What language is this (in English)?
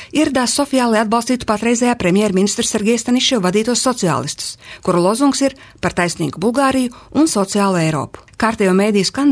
Latvian